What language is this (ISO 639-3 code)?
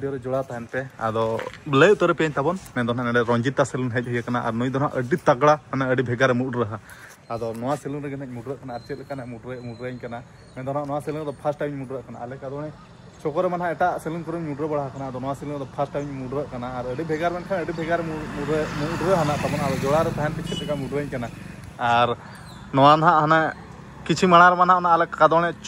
sat